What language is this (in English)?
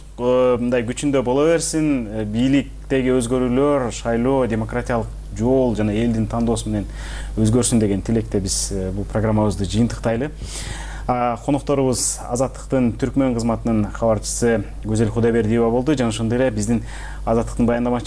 Kyrgyz